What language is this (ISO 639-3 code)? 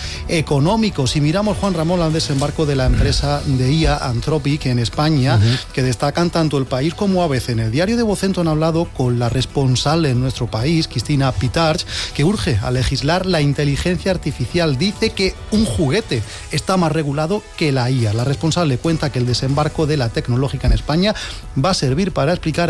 spa